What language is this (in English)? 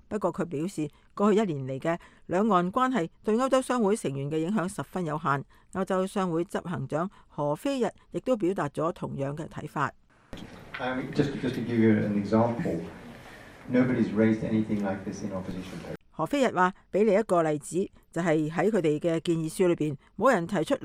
Cantonese